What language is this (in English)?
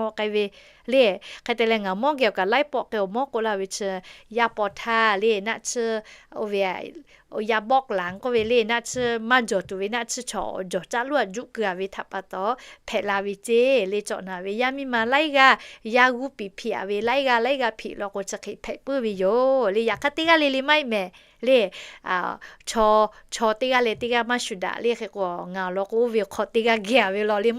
Lahu